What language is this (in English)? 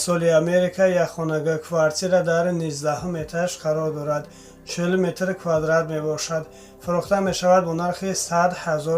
Tajik